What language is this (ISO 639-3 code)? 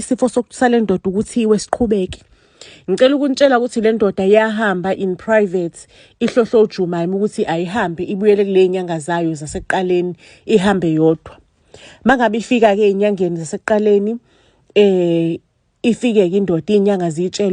zul